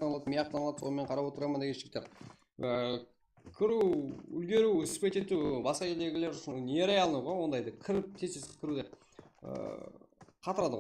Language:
Kara-Kalpak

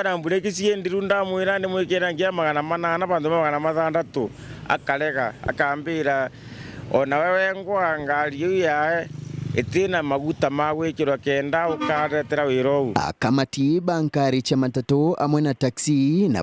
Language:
Meru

